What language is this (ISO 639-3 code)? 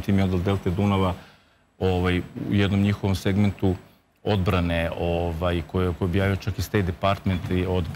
srp